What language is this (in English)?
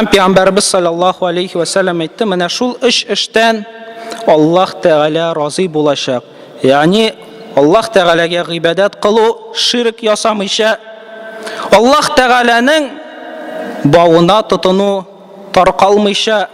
Tatar